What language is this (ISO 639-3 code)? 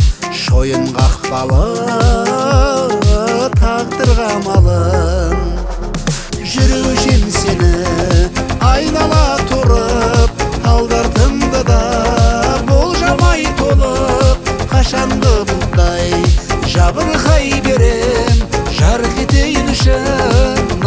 kaz